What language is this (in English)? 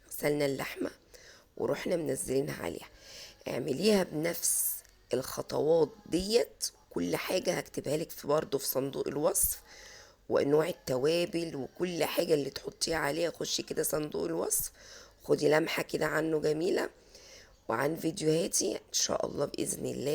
Egyptian Arabic